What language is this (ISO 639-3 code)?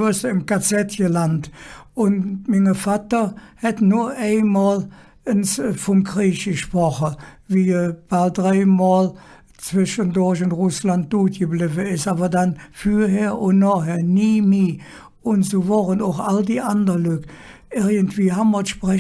ksh